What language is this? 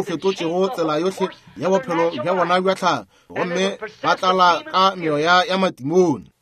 Northern Sotho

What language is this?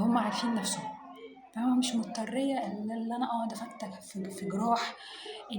Egyptian Arabic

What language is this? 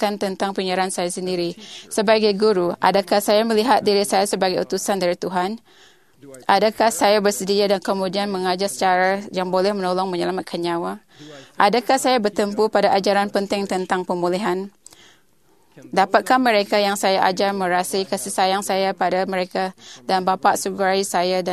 Malay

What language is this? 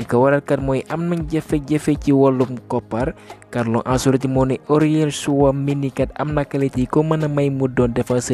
Wolof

